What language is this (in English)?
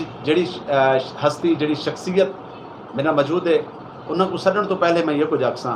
Saraiki